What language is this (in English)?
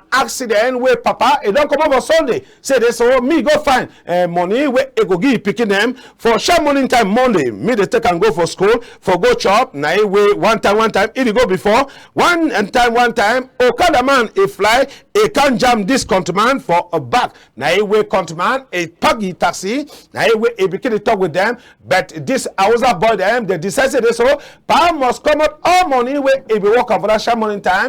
Cameroon Pidgin